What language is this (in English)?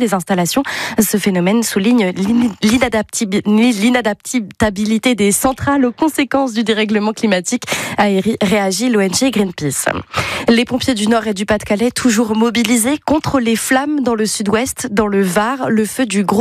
French